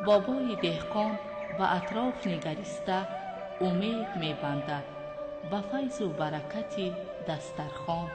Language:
Tajik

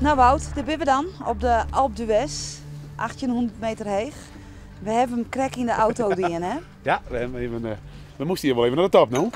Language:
Western Frisian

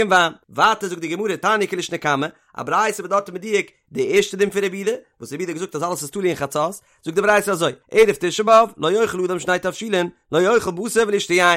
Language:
Yiddish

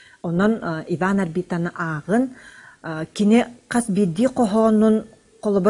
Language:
Yakut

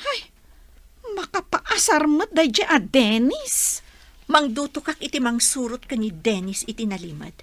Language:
Iloko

